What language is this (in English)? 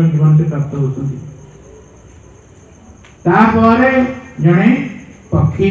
Odia